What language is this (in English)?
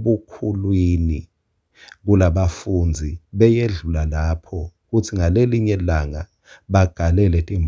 Swati